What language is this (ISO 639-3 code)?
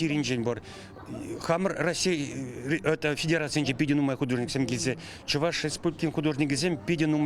chv